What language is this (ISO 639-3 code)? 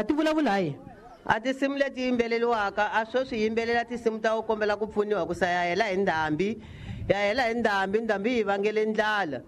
tso